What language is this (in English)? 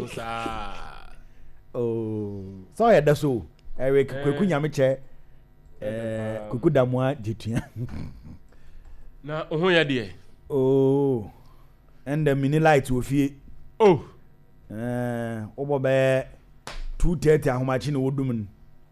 Akan